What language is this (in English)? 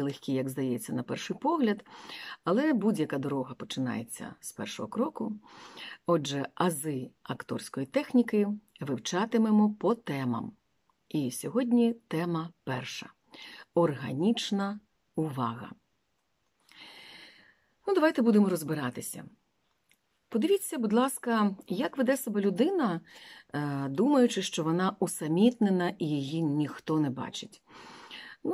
Ukrainian